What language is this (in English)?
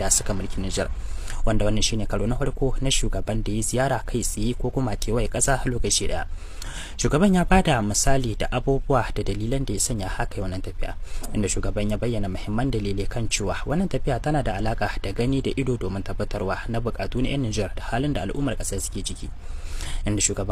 Hausa